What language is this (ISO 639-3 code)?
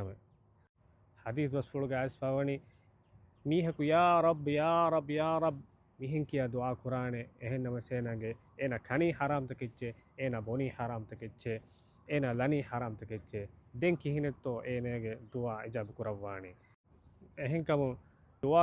div